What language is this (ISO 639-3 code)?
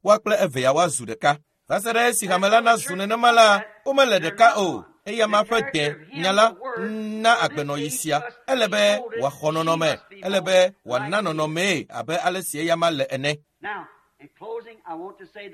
ewe